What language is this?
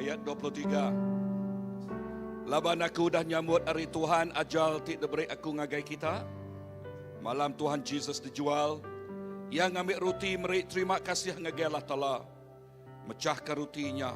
Iban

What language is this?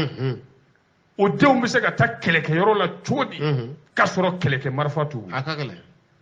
Bambara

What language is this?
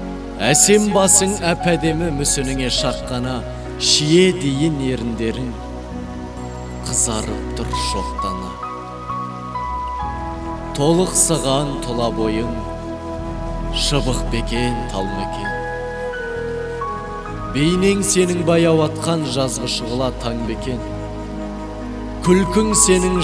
Kazakh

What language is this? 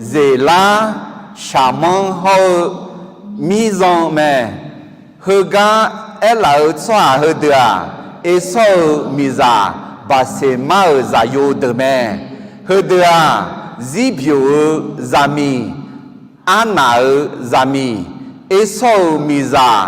Akha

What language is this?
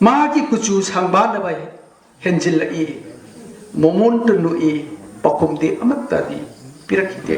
Manipuri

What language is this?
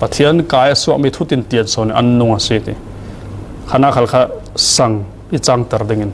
Falam Chin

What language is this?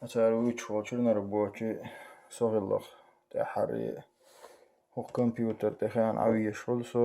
Chechen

